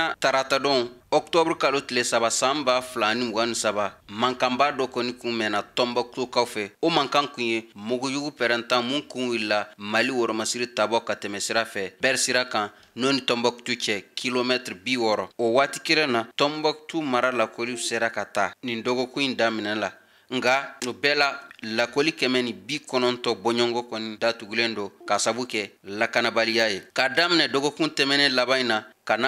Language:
Bambara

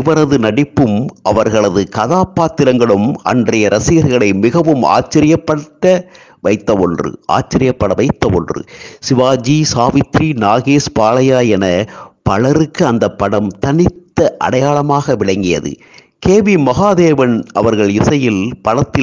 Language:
Tamil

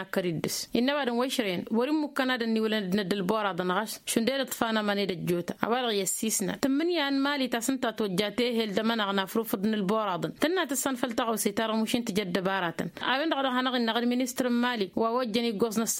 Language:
Tamasheq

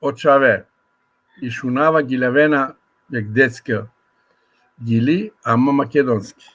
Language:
Balkan Romani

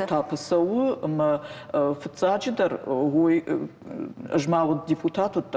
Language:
Ossetic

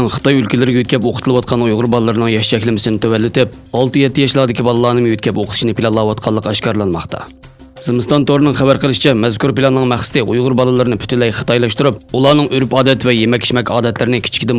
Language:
Uyghur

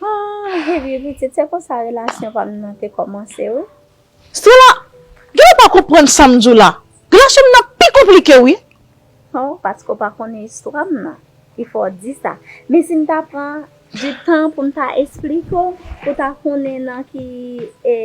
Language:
Haitian Creole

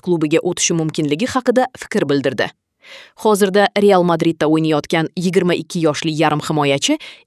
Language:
Uzbek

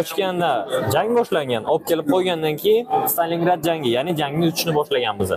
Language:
Uzbek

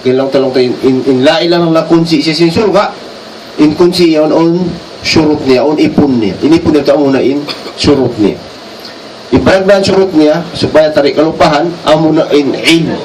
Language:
Tausug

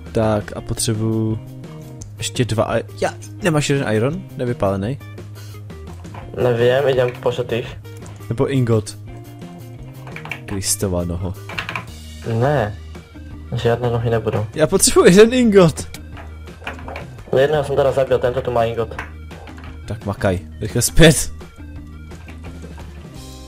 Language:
Czech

